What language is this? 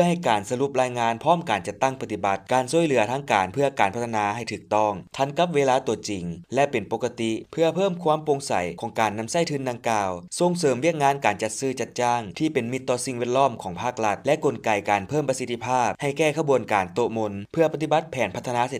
Lao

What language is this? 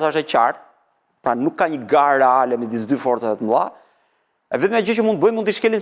Albanian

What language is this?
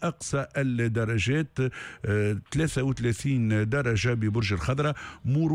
Tunisian Arabic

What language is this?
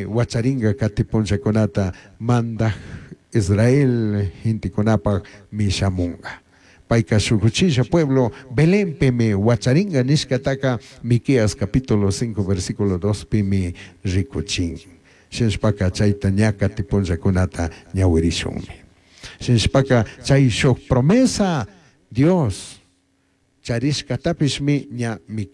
Chimborazo Highland Quichua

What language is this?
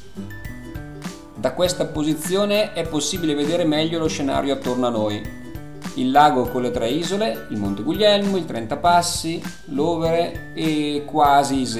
Italian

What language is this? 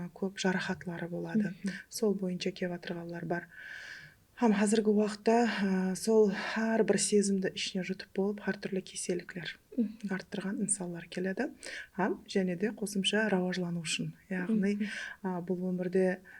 Kara-Kalpak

